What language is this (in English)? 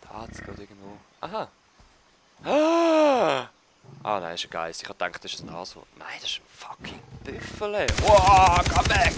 Swiss German